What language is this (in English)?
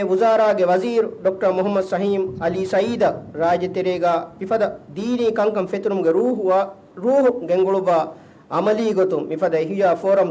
Divehi